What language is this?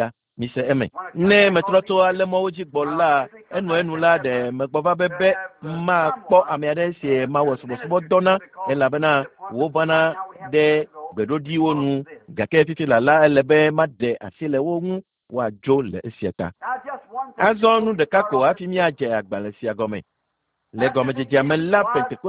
Ewe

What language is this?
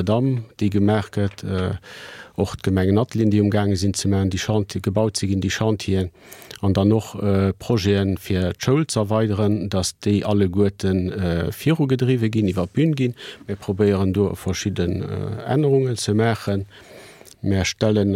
Luxembourgish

